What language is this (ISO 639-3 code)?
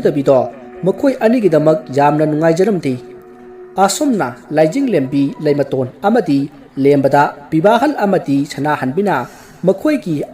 mni